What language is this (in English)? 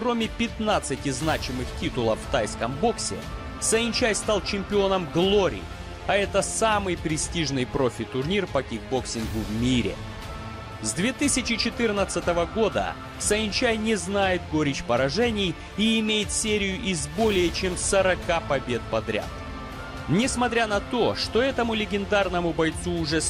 Russian